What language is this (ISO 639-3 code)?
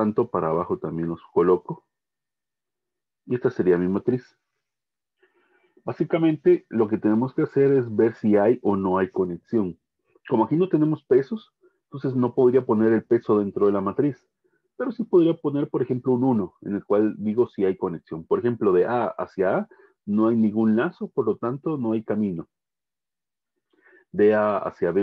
spa